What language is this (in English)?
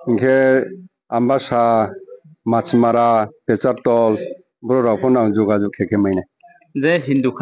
Riang (India)